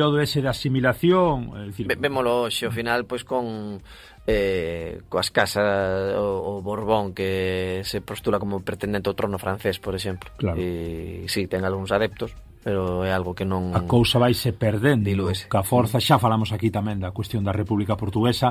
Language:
Galician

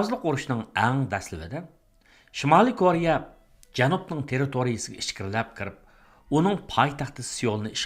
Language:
Uyghur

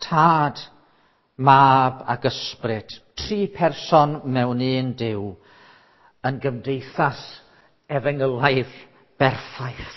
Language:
Welsh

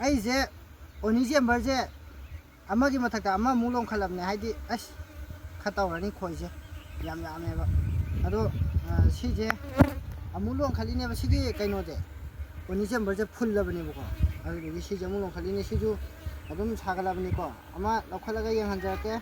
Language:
Manipuri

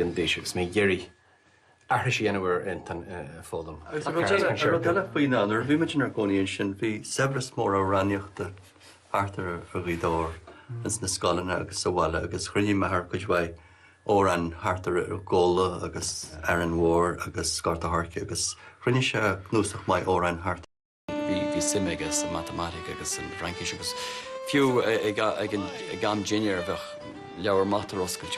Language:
Irish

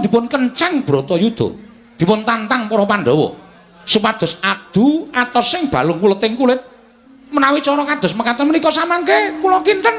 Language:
Javanese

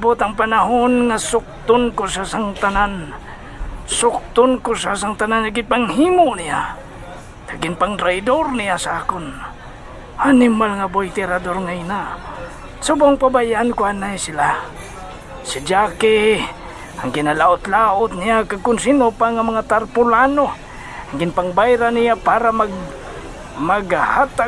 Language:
Hiligaynon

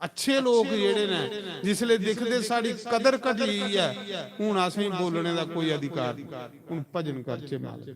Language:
Dogri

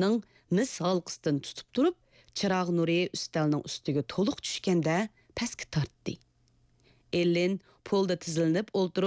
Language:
Uyghur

